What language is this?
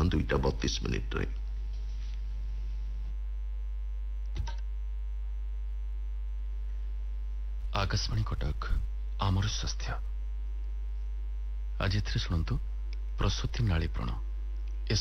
Odia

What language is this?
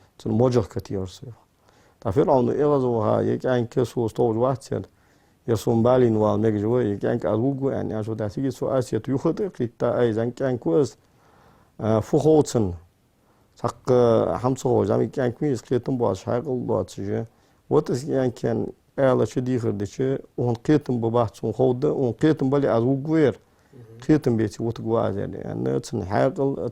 Ingush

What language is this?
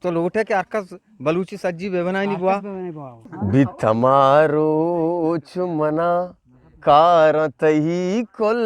Eastern Balochi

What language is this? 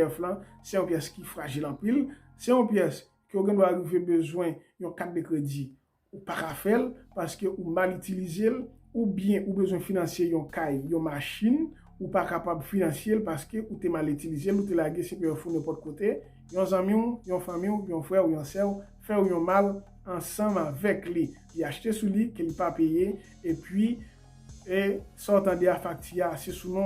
Haitian Creole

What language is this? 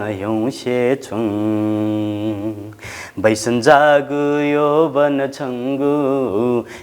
Newari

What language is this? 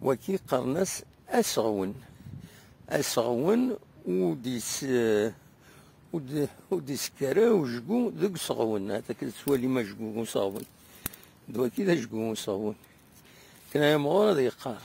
Kabyle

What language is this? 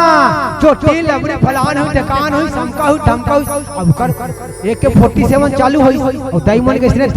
Chhattisgarhi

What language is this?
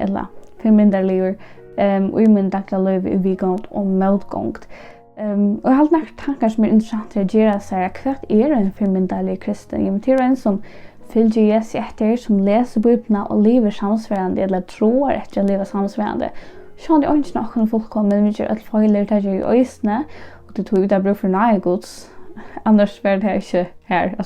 Faroese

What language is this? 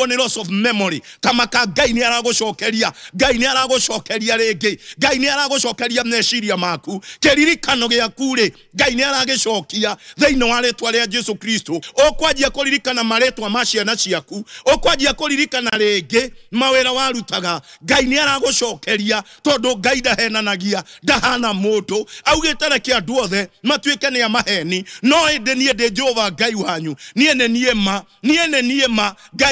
Kikuyu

